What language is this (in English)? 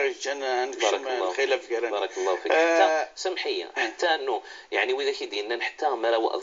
Moroccan Arabic